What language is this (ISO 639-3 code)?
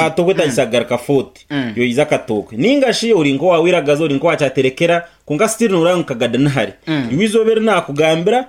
nyn